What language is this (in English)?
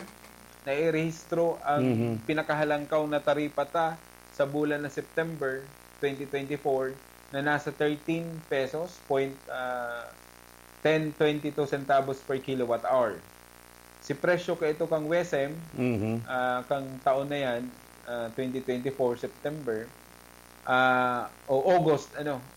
Bikol